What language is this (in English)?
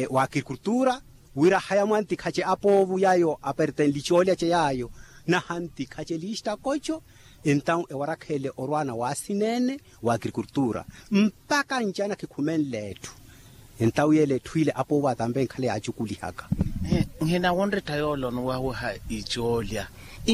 Makhuwa